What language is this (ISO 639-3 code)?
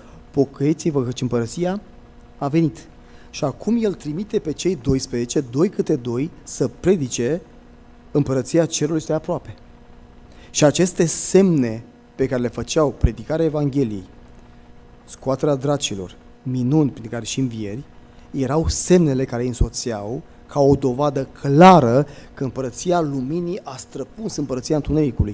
ron